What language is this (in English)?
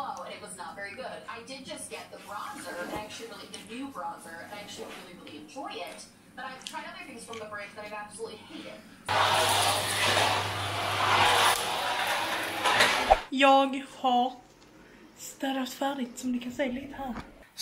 Swedish